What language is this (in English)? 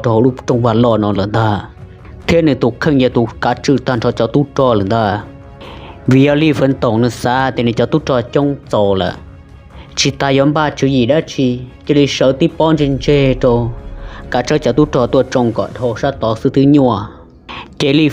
Hmong